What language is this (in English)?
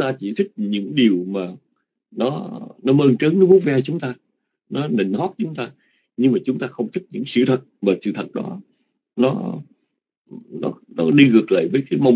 Vietnamese